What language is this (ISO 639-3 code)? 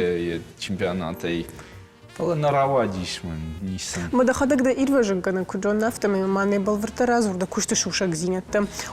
oss